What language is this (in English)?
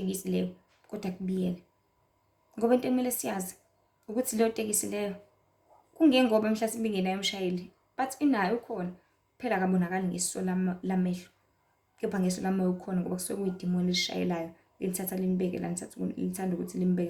Zulu